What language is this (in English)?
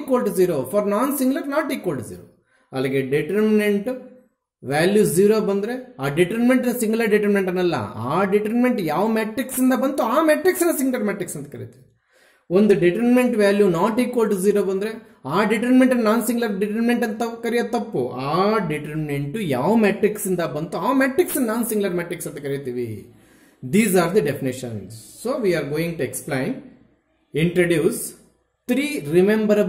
Kannada